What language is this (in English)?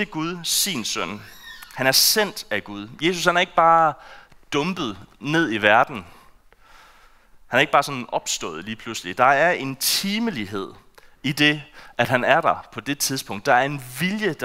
Danish